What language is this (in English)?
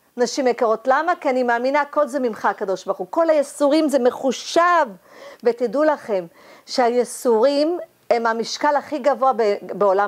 Hebrew